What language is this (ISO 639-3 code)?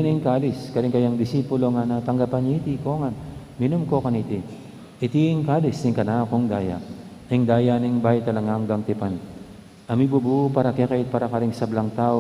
pam